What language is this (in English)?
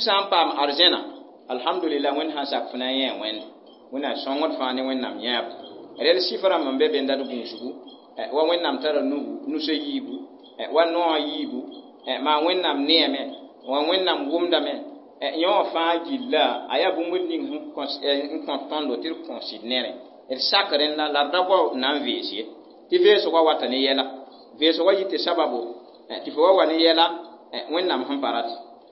Mossi